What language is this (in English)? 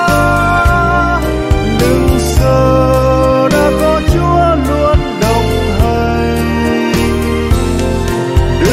Vietnamese